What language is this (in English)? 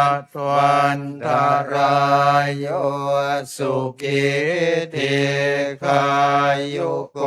Pali